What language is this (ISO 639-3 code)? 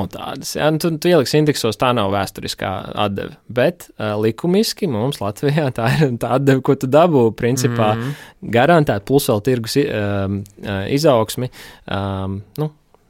lav